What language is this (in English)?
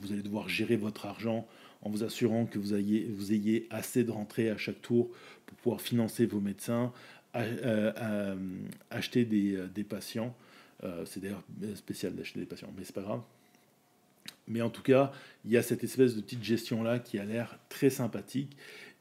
French